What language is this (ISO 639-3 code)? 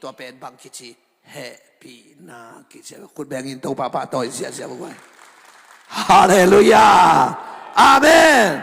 ctd